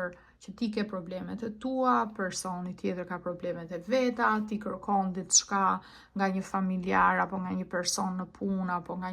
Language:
Albanian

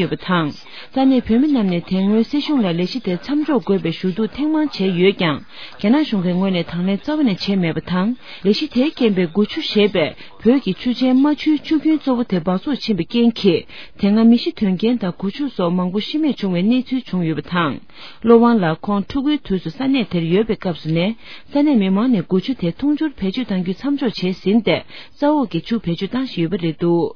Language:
Tibetan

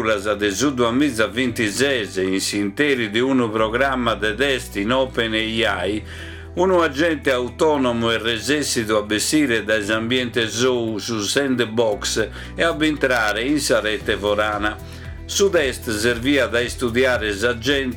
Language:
Sardinian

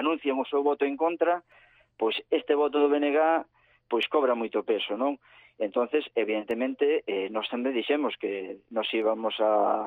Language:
Galician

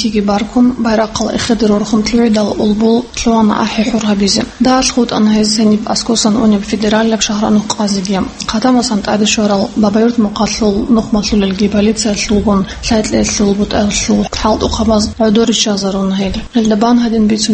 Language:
Avaric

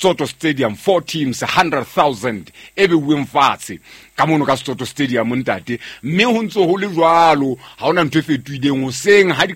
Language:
Southern Sotho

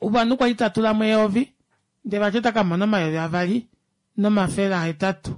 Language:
Kuanyama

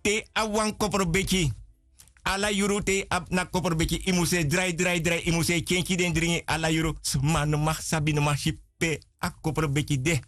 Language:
Sranan Tongo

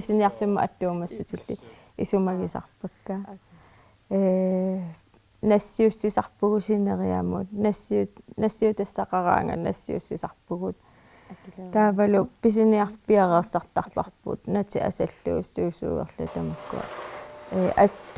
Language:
Kalaallisut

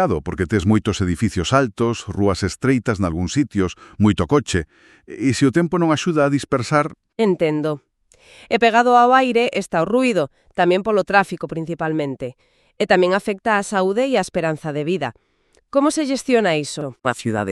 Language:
Galician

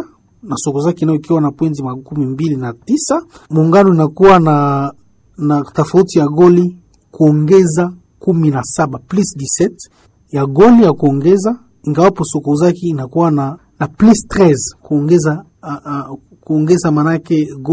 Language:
Swahili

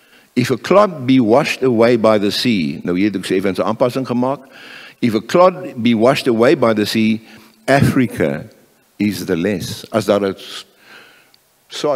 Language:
Afrikaans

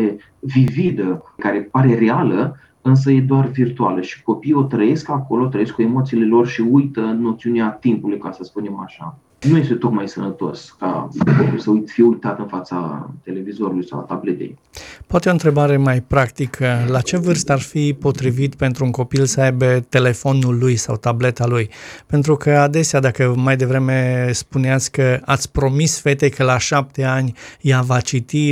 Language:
Romanian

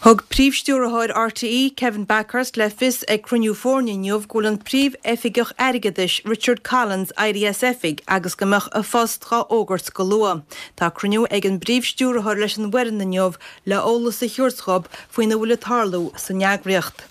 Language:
Irish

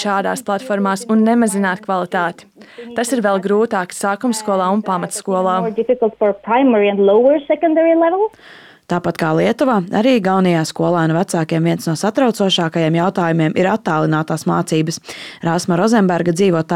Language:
Latvian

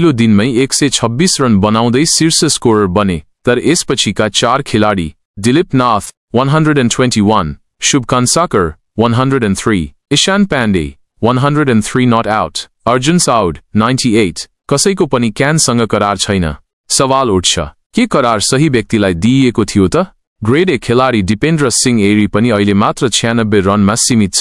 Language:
Nepali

